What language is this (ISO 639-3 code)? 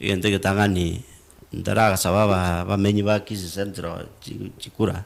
guz